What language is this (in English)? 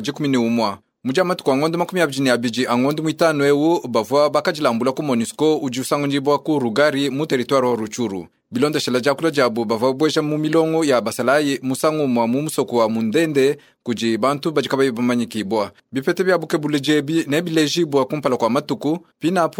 Luba-Lulua